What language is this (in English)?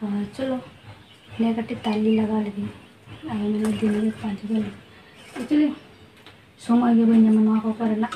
Santali